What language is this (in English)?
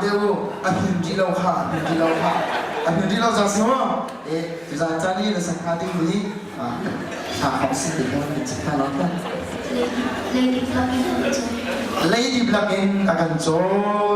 Hakha Chin